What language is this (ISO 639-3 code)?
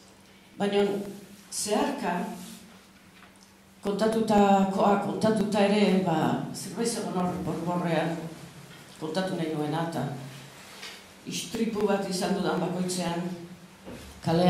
eus